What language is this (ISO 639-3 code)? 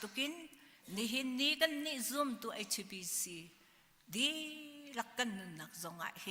cnh